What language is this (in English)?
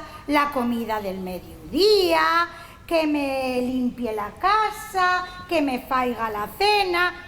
Asturian